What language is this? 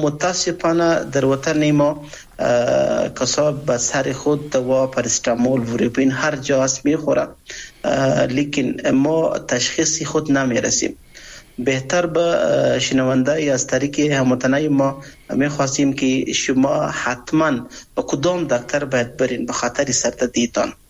Persian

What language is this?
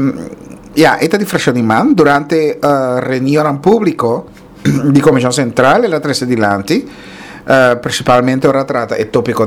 Papiamento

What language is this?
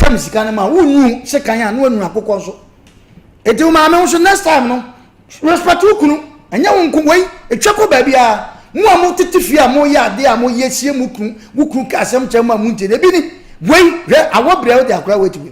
Akan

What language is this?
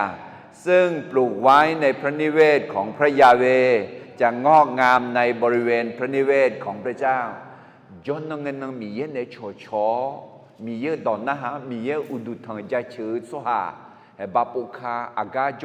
Akha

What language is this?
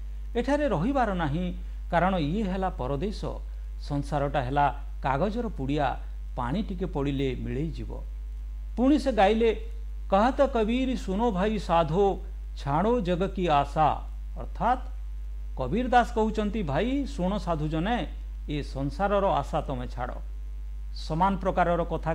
Odia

